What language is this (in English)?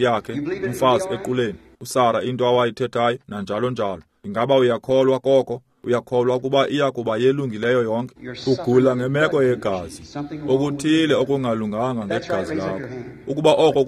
Xhosa